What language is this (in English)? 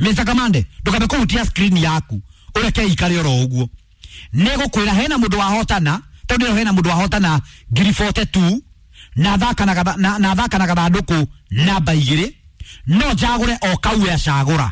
Kikuyu